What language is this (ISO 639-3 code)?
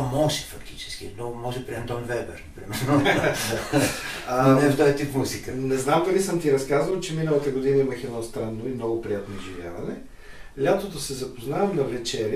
bul